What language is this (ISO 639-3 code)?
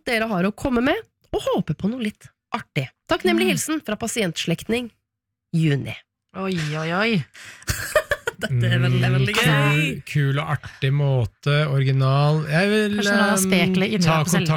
nor